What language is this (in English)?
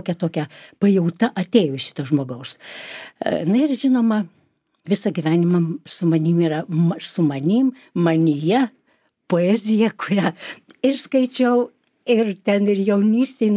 Lithuanian